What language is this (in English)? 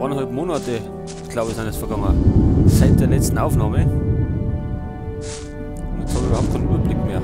Bavarian